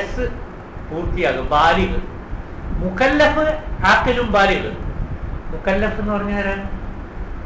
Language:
Malayalam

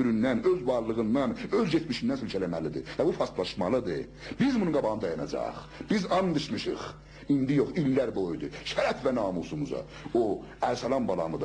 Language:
South Azerbaijani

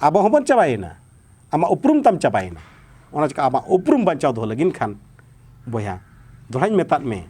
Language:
Santali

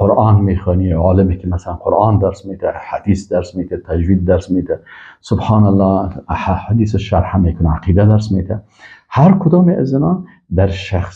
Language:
Persian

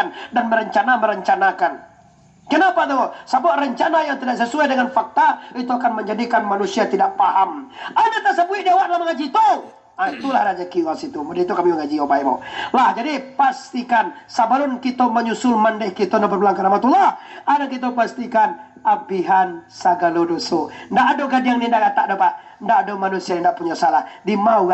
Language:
Minangkabau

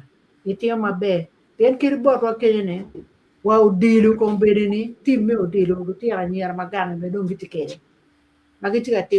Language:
Acoli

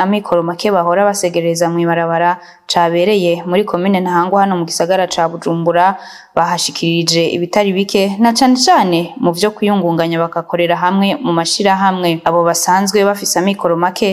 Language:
Rundi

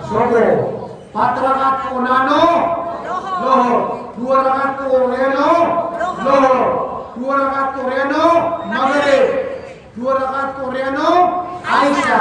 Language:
Maranao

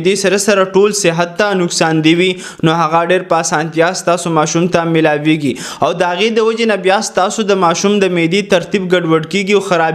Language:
Pashto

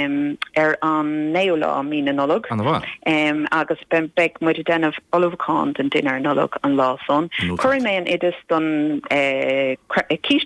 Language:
Irish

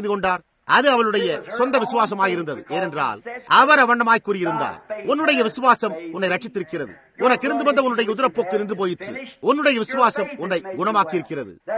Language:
Tamil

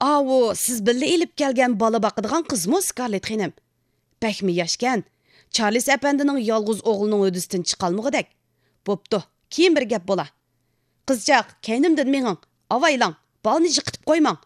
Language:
Uyghur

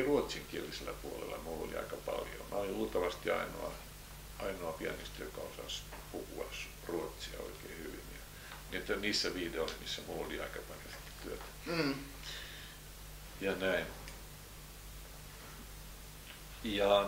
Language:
Finnish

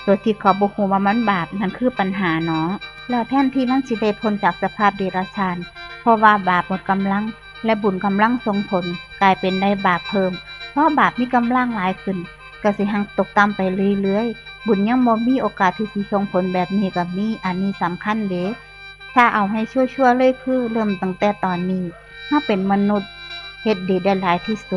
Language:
Northeastern Thai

